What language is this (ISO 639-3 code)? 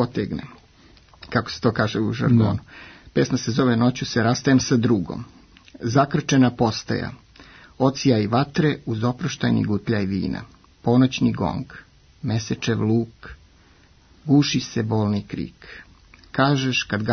srp